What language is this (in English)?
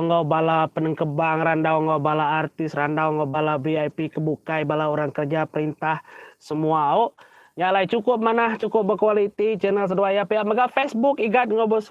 Iban